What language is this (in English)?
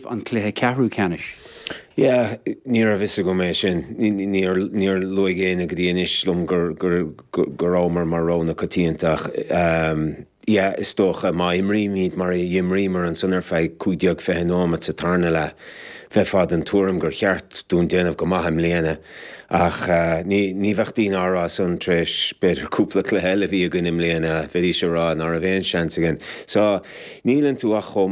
Irish